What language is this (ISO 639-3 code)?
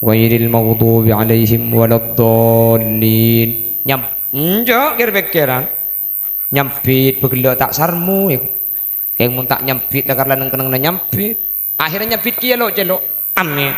mad